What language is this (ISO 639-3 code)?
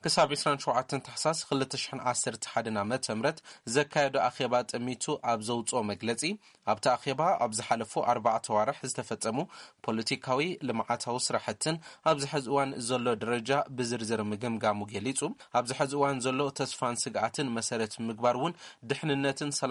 tir